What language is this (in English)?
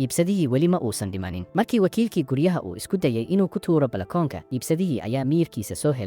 Somali